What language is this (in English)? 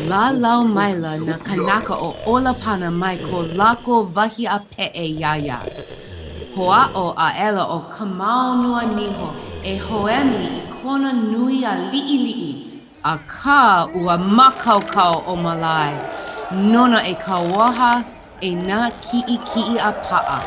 Hawaiian